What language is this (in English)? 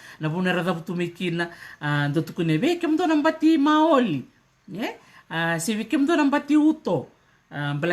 Fijian